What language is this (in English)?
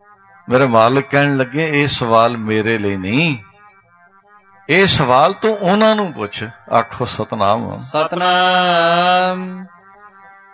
Punjabi